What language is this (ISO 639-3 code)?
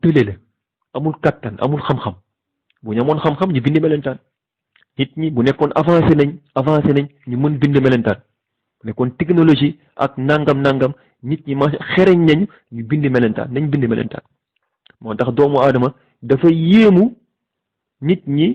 wol